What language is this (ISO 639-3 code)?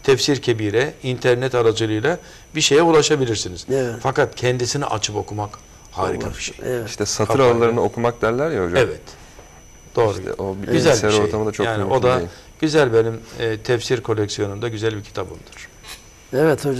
tur